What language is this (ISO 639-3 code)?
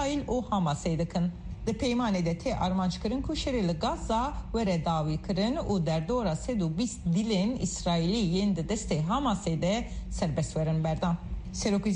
kur